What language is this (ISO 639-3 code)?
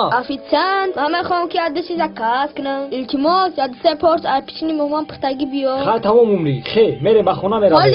tgk